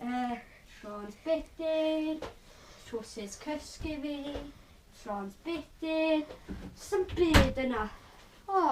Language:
Welsh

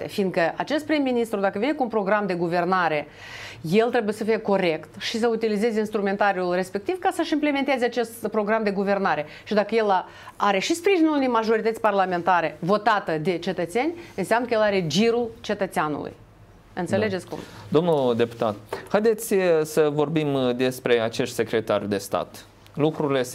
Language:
Romanian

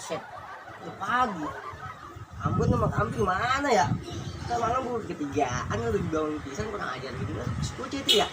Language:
Betawi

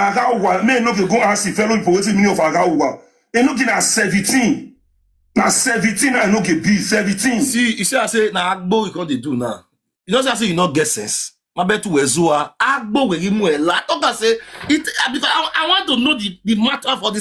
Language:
Nigerian Pidgin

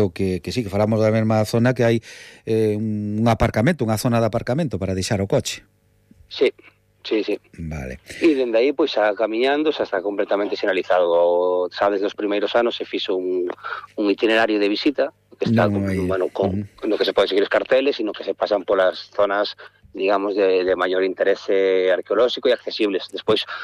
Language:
Galician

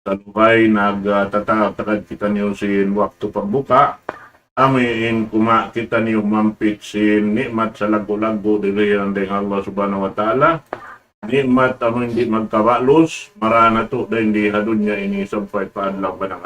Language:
Tausug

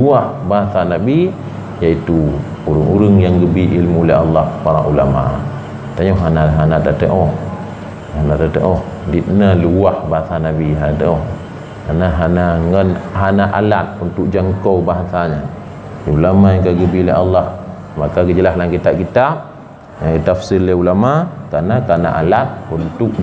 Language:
Achinese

